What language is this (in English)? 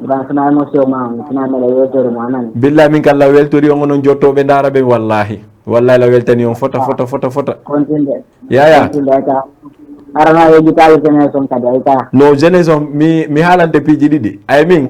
Fula